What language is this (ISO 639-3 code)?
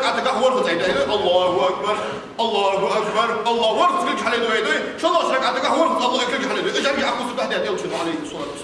inh